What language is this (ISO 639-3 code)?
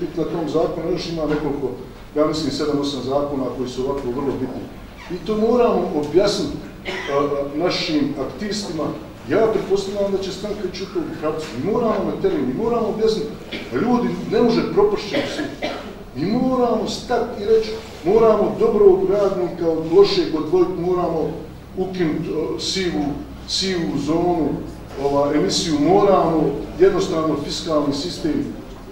bos